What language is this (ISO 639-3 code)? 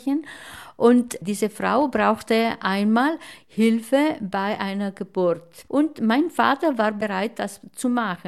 deu